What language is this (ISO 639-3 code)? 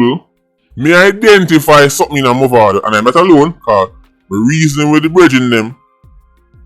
jam